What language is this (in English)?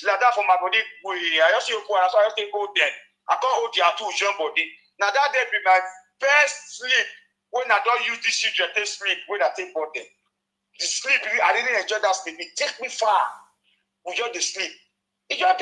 Nigerian Pidgin